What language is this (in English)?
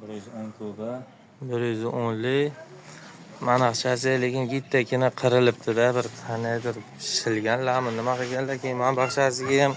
Uzbek